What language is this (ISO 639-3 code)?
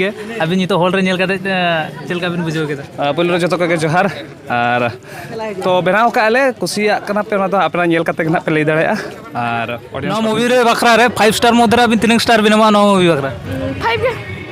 sat